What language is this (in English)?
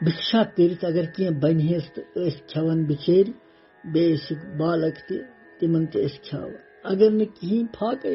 Kashmiri